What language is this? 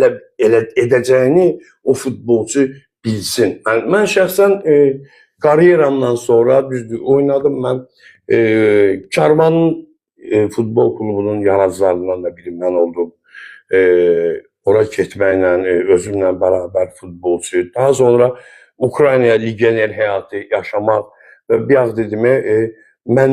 Azerbaijani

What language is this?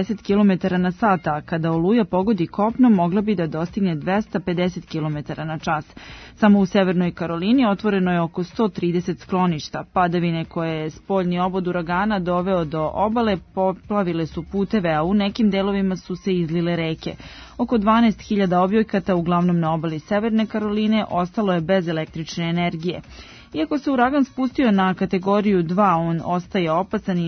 Serbian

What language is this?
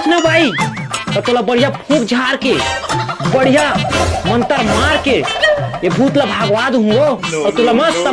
Chhattisgarhi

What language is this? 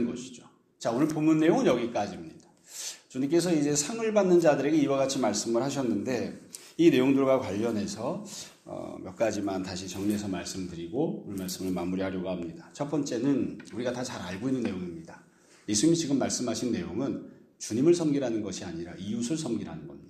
Korean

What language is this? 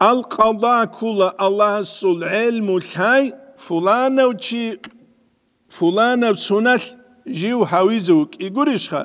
Avaric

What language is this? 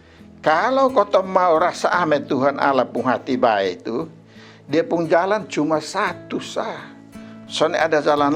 Kupang Malay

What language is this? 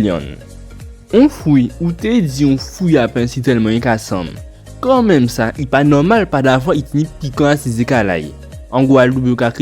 Guadeloupean Creole French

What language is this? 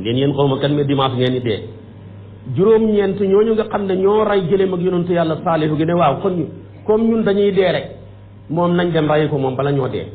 Wolof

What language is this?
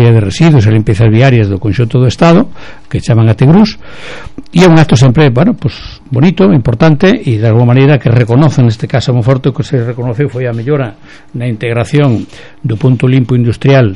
Galician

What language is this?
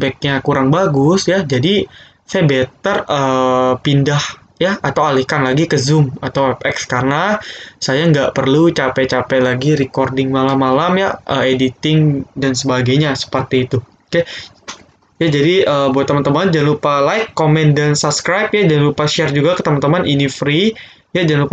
Indonesian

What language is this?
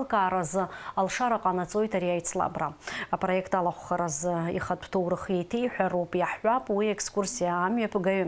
Abkhazian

